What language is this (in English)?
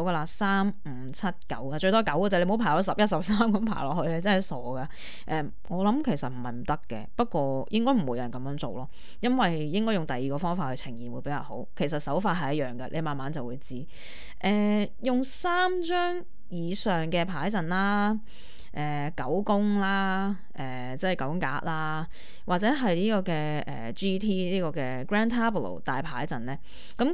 Cantonese